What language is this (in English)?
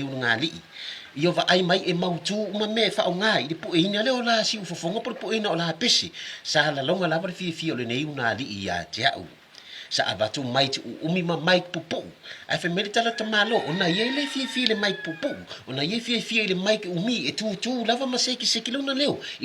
Samoan